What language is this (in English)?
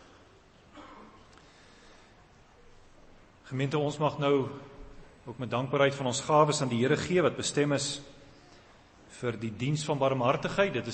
Afrikaans